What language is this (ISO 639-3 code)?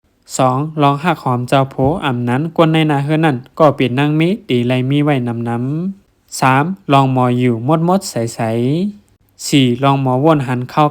shn